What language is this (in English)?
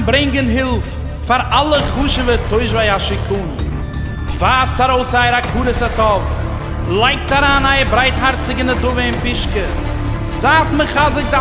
Yiddish